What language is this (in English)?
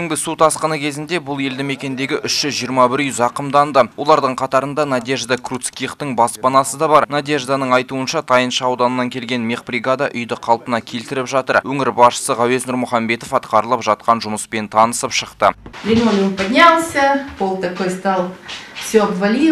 Kazakh